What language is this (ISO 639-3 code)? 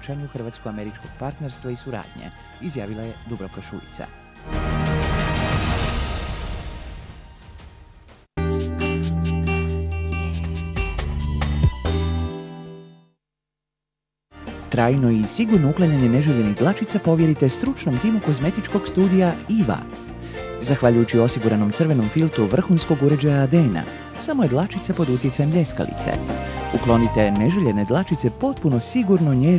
hrv